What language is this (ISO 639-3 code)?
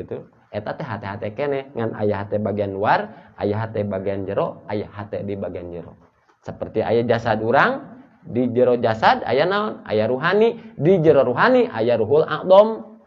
sun